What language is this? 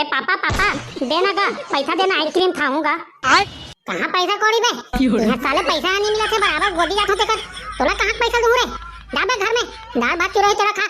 Chhattisgarhi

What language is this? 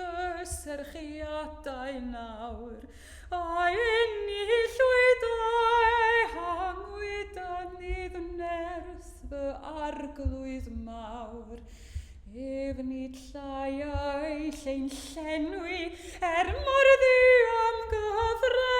Welsh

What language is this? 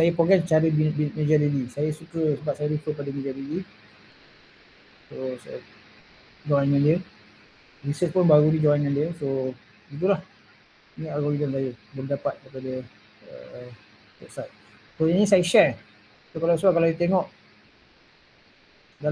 Malay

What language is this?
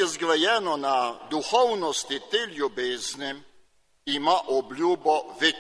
Slovenian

